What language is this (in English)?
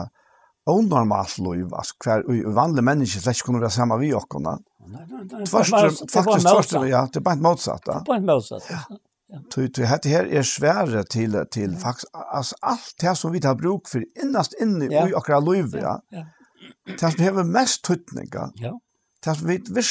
Faroese